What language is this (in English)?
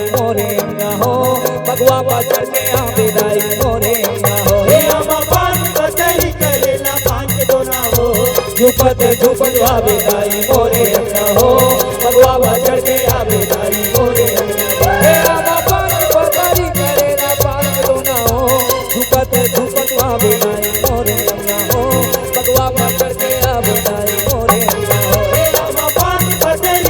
Chhattisgarhi